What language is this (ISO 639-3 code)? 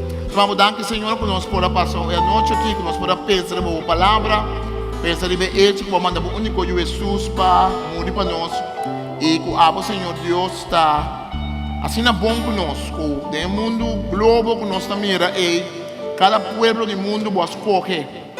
pap